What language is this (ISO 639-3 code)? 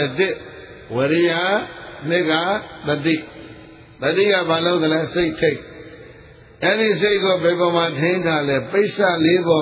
mya